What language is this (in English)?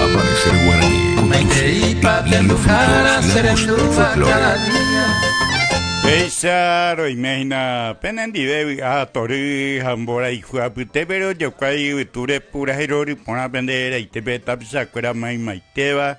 Guarani